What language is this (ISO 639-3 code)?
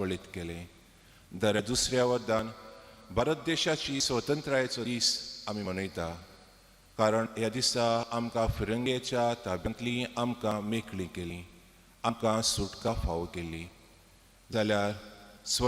kok